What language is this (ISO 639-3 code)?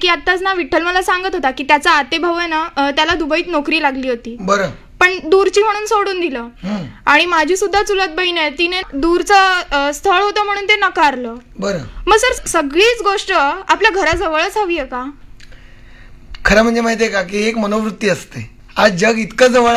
mar